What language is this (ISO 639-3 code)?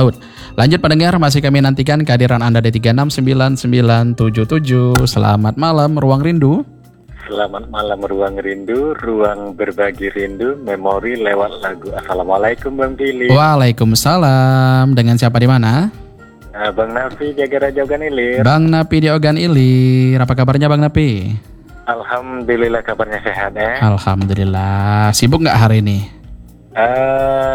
ind